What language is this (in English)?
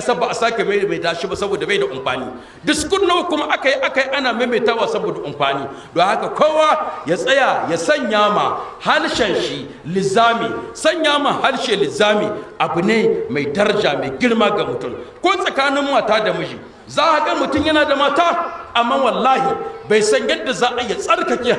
Hausa